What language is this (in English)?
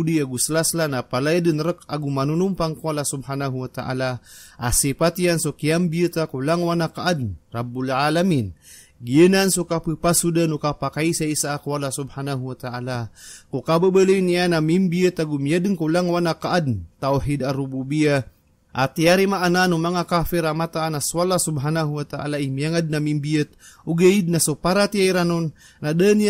Maranao